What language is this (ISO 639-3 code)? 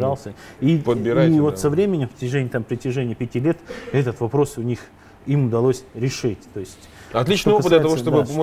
rus